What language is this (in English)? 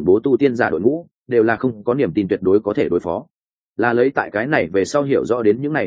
Vietnamese